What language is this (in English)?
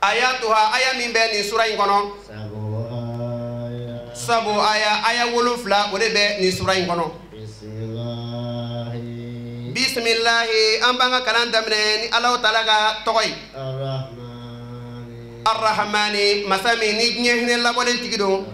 Bambara